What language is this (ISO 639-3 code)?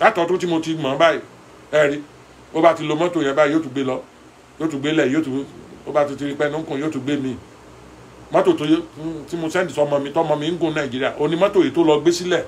yor